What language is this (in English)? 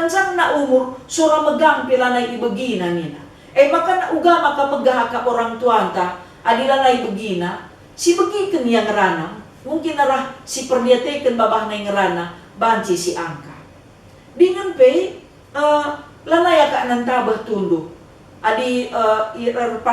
Batak Karo